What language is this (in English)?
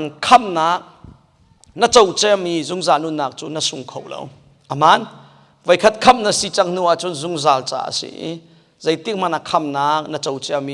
Hakha Chin